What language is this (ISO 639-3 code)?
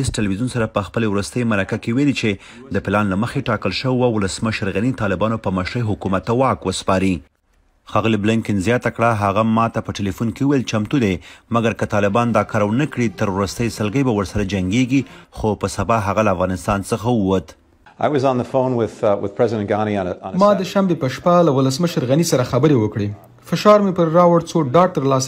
pus